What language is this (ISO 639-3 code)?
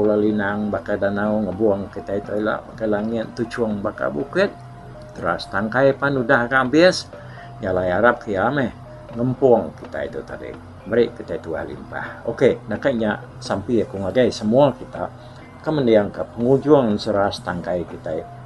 iba